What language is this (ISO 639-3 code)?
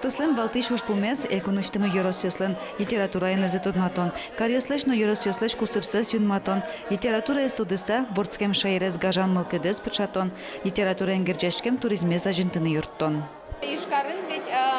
udm